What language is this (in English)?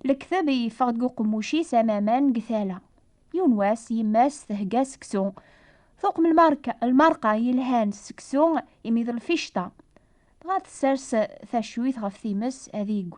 Kabyle